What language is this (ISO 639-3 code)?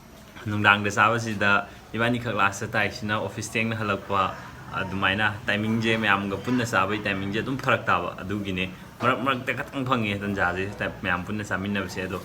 mni